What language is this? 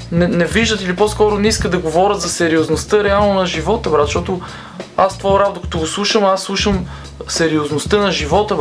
Bulgarian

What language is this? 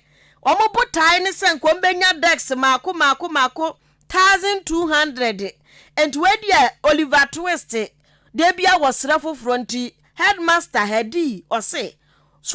Akan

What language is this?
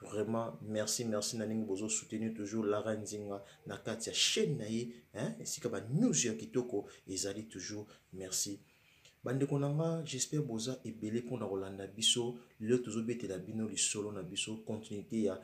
Lingala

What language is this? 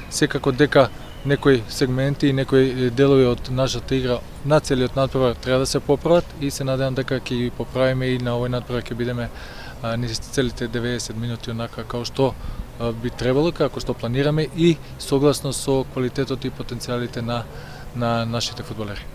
Macedonian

